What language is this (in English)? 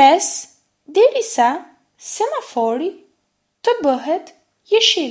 Albanian